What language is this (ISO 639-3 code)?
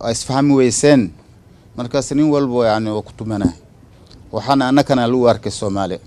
som